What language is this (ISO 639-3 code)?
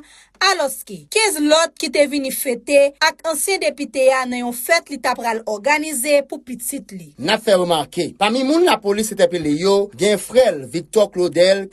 hat